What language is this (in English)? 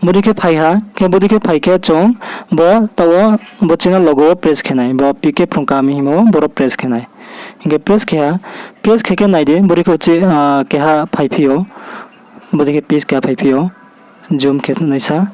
Riang (India)